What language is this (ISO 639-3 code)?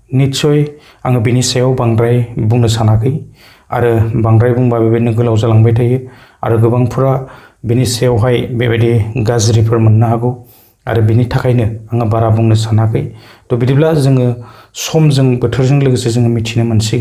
brx